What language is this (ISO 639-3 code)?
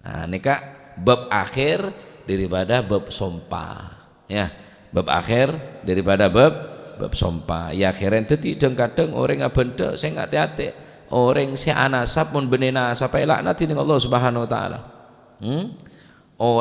mad